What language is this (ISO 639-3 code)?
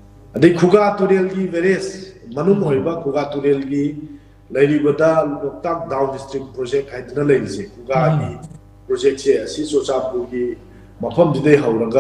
mni